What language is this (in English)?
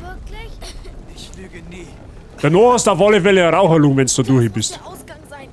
Bavarian